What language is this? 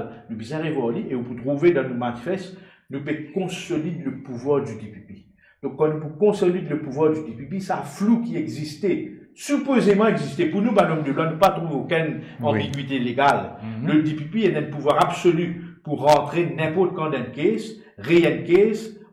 Morisyen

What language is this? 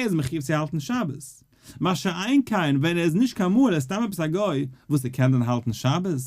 Yiddish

